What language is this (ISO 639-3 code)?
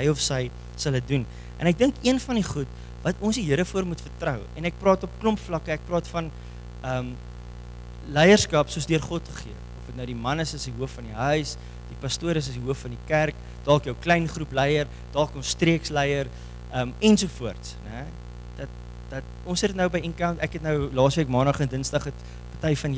afr